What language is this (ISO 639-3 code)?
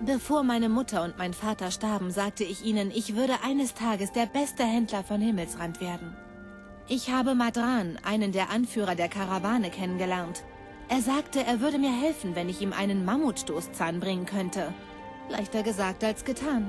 bar